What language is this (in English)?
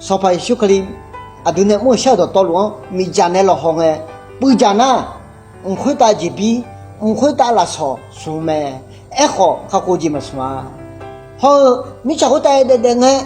Akha